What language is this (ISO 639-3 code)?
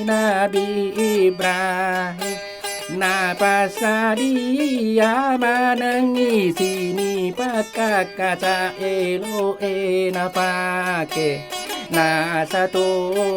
bug